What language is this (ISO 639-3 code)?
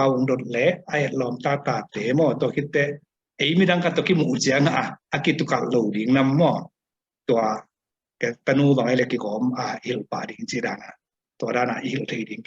ctd